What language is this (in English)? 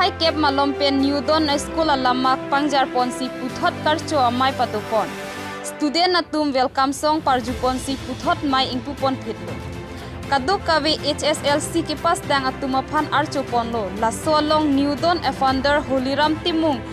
Karbi